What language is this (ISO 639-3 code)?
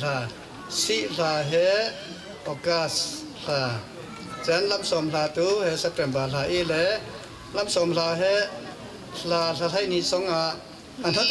cfm